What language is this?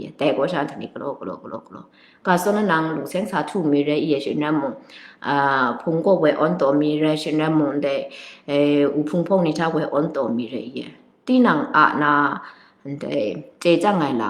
Kachin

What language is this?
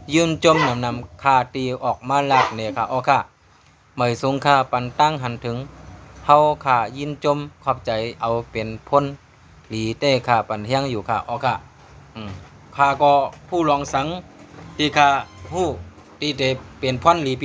Shan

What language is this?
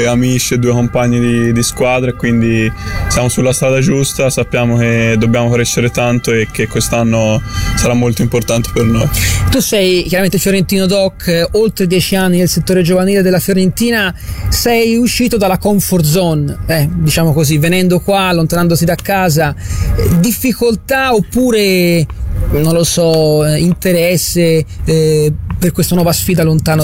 Italian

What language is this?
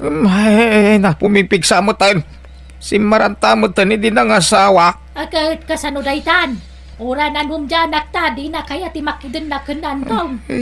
Iloko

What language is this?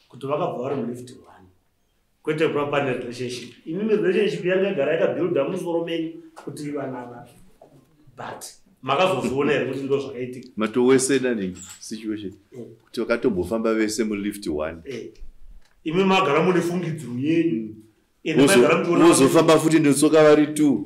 Shona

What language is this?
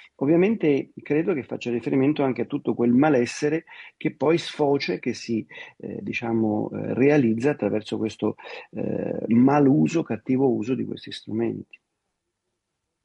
Italian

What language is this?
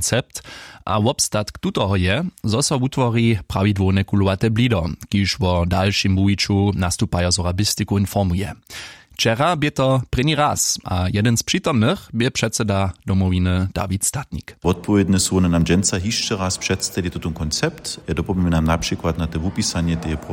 Upper Sorbian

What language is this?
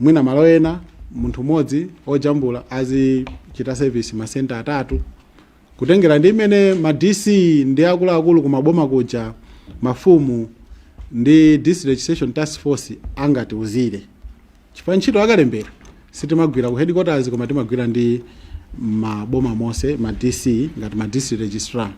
Nyanja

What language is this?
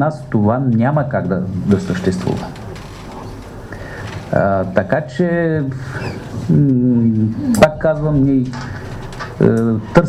Bulgarian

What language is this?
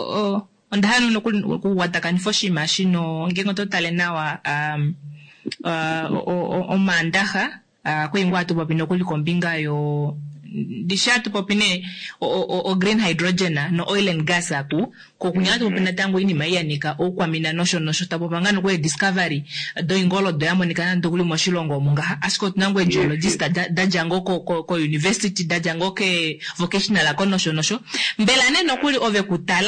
Kuanyama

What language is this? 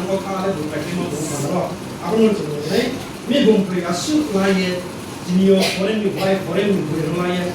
Riang (India)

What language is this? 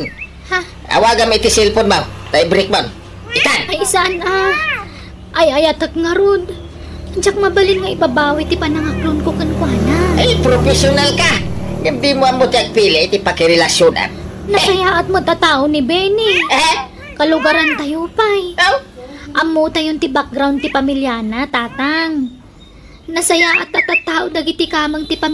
Iloko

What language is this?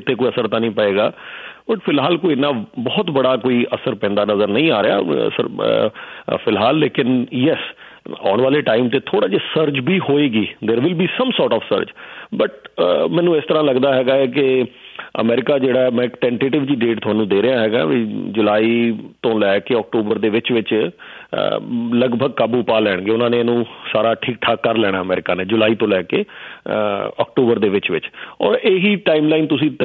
Punjabi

